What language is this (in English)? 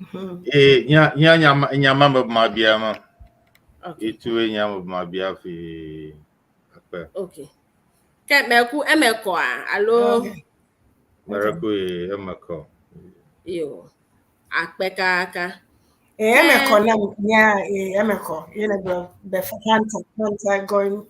Ewe